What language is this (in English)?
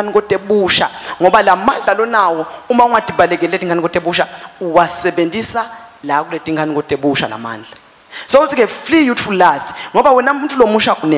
Swati